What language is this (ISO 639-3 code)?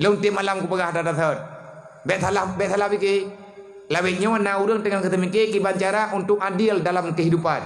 ace